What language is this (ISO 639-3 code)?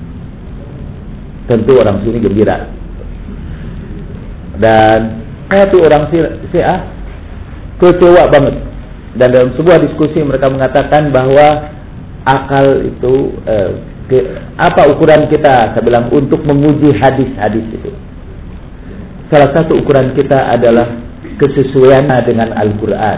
ind